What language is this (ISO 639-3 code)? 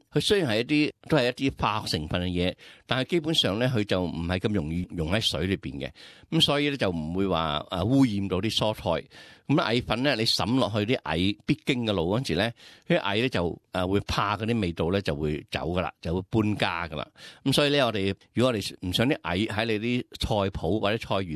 yue